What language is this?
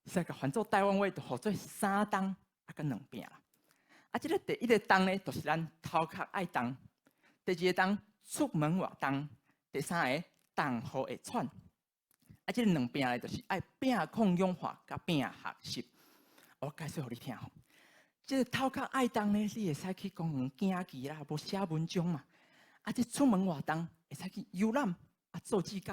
Min Nan Chinese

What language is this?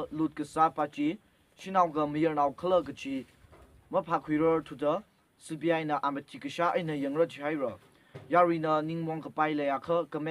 Tangkhul Naga (India)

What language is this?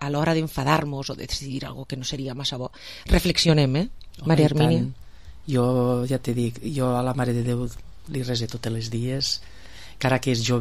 Catalan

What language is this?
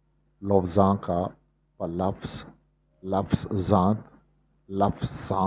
Eastern Balochi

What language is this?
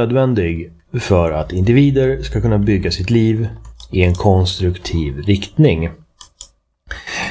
Swedish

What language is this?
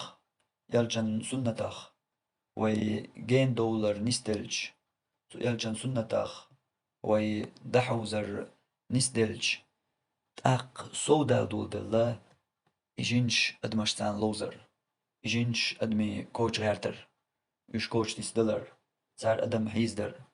Chechen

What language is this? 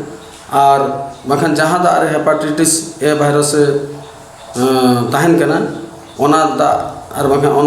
Santali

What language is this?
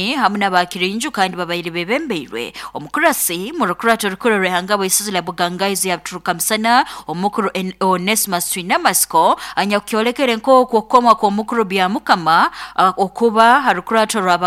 Nyoro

